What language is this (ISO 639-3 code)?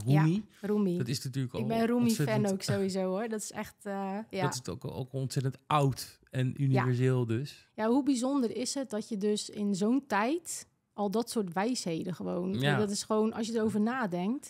nld